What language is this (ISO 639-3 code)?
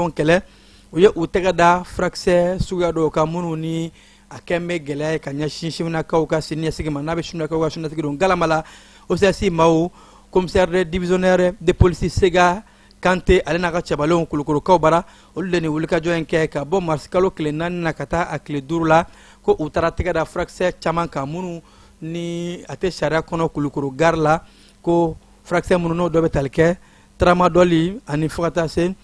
bam